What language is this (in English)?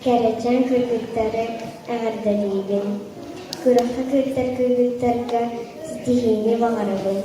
Yakut